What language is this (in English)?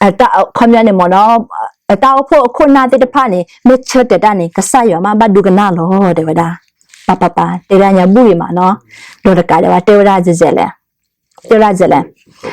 S'gaw Karen